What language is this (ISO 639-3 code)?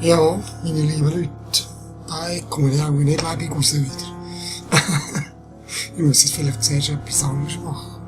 gsw